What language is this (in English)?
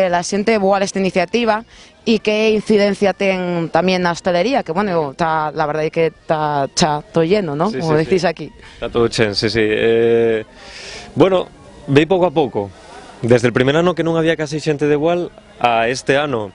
Asturian